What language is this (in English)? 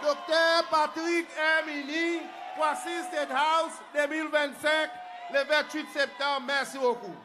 Seselwa Creole French